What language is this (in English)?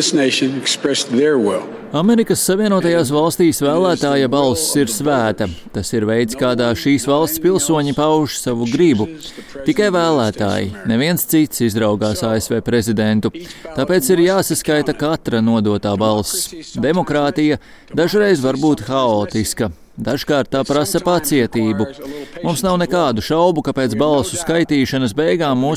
Latvian